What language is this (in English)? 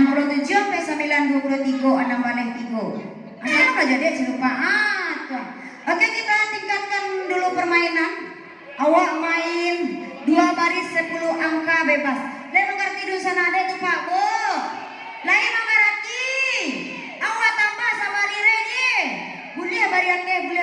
Minangkabau